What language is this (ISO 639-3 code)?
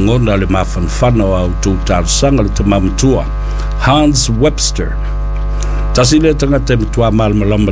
smo